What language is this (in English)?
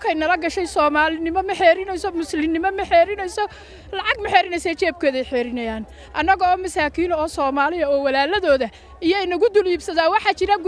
Somali